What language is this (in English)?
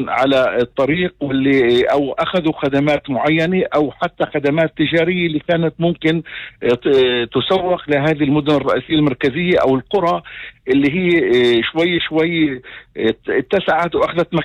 North Levantine Arabic